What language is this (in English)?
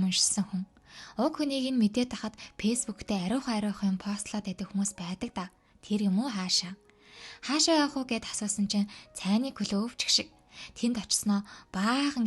Mongolian